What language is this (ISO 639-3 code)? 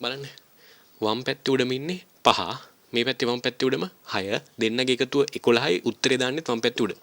sin